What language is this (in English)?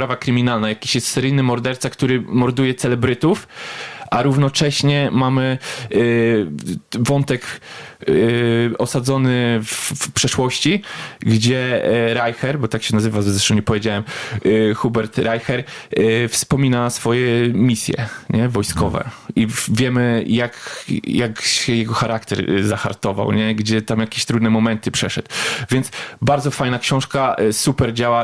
Polish